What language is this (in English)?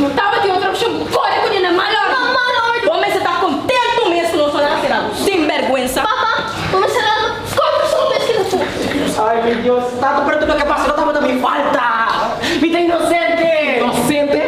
Papiamento